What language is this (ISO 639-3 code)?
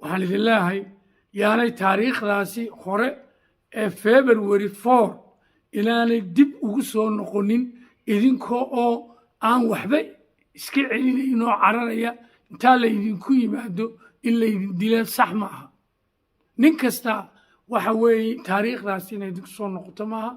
som